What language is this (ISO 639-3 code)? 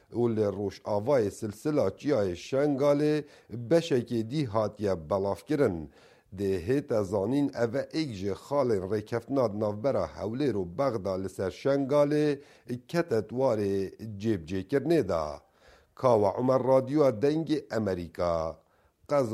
kur